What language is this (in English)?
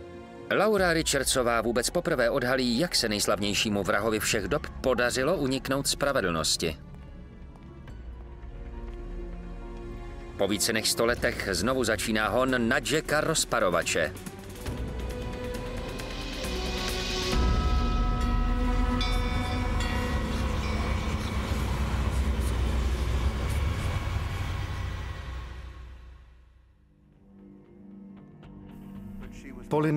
Czech